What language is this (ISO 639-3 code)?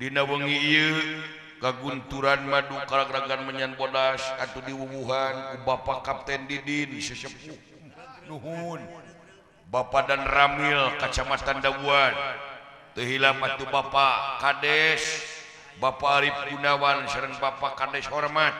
sun